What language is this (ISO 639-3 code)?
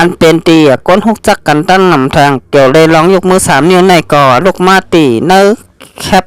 shn